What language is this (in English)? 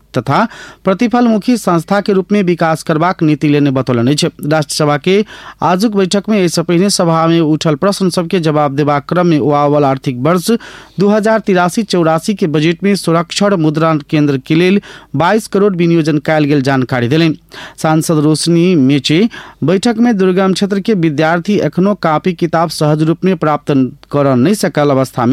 Maithili